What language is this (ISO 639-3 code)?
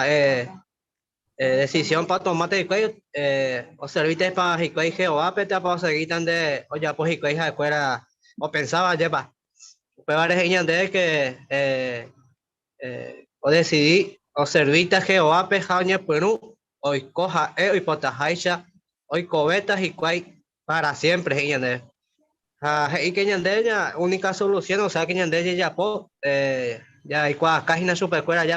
grn